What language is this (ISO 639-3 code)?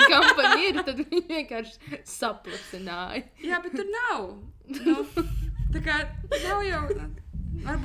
lav